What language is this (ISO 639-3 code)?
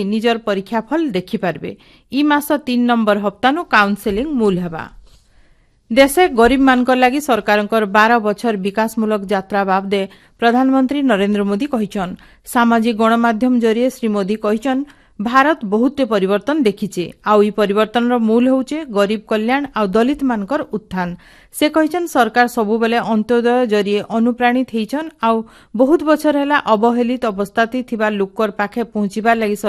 ori